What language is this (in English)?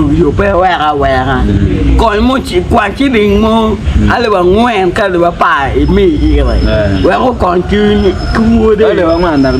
Acoli